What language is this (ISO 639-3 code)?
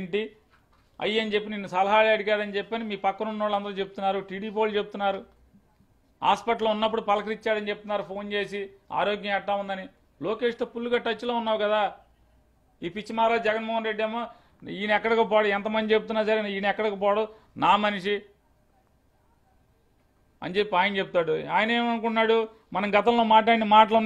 tel